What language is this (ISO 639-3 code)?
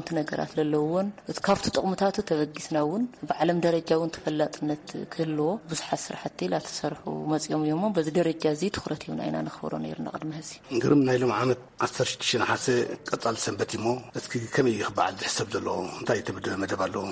tir